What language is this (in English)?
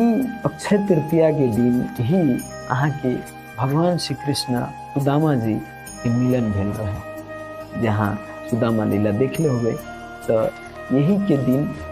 Maithili